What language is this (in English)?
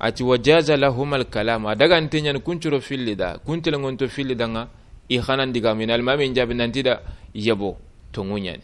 Soninke